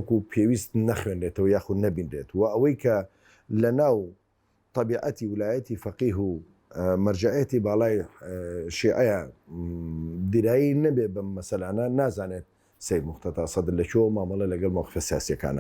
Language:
Central Kurdish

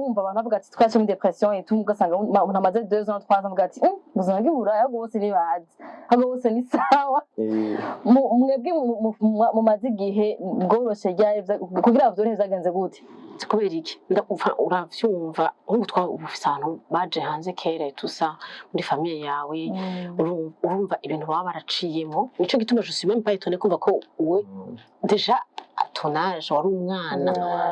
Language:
Rundi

